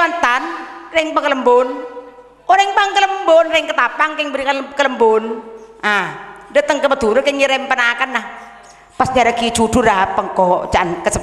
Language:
Madurese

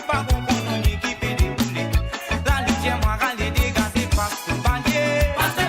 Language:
Morisyen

